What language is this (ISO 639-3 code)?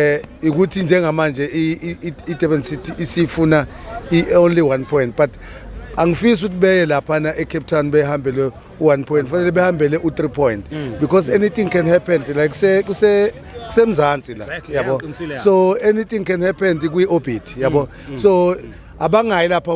zul